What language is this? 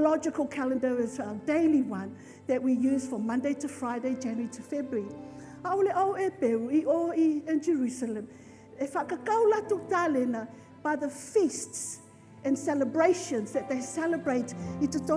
Samoan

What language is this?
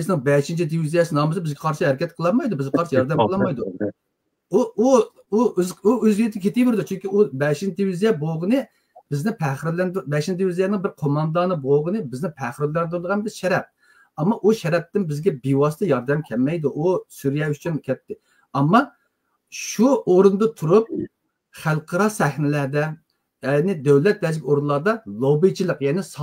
Uyghur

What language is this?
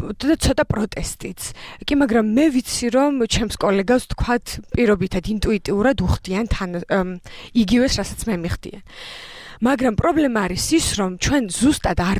Georgian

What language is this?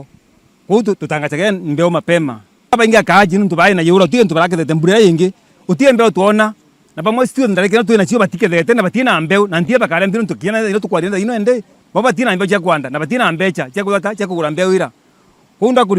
Meru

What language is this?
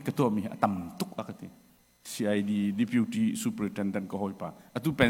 Hakha Chin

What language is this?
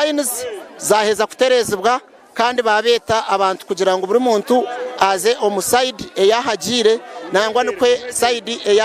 Nyankole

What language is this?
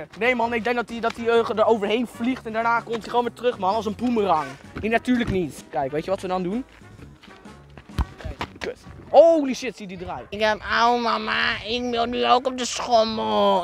Dutch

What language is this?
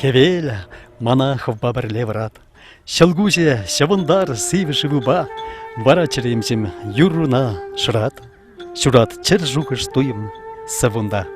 Chuvash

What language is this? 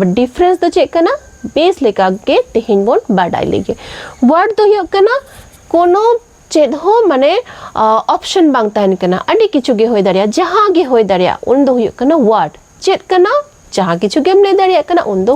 Santali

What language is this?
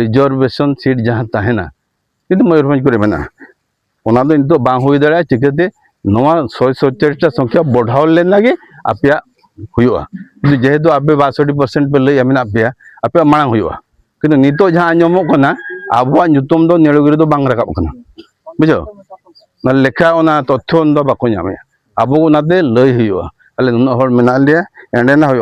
Santali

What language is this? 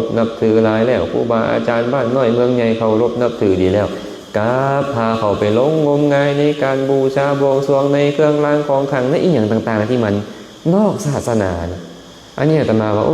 Lao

